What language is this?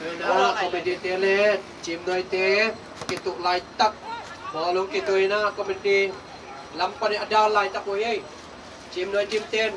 Tedim Chin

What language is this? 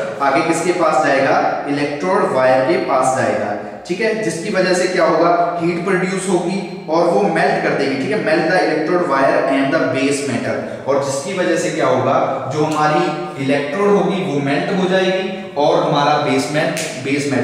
Hindi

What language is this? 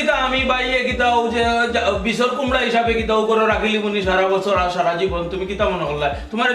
Sylheti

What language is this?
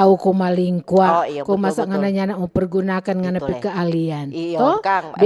Manado Malay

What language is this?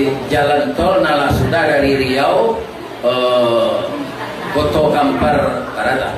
Minangkabau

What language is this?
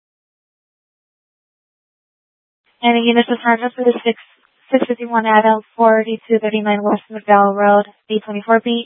English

